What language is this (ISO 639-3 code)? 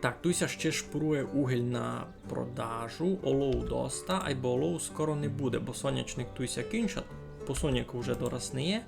rue